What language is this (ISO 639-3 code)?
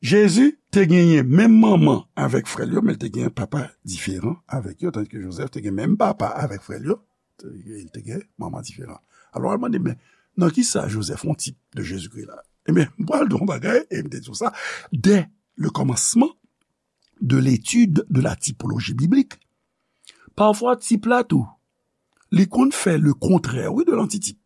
hat